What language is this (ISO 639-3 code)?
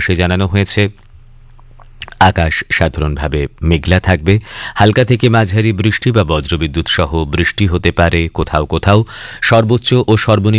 ben